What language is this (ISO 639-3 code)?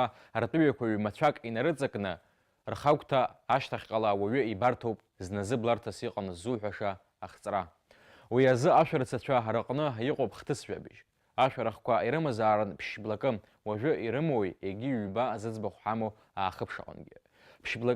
abk